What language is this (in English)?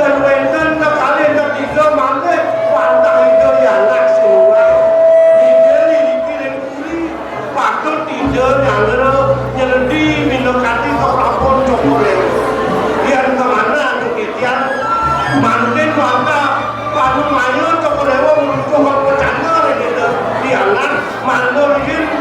Balinese